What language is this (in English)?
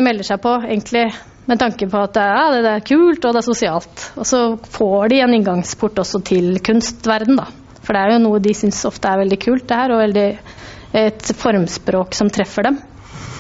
Norwegian